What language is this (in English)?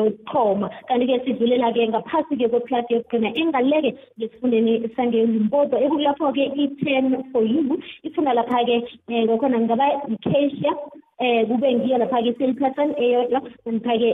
South Ndebele